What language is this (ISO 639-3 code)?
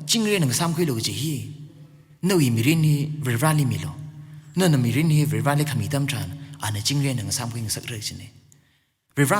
nmf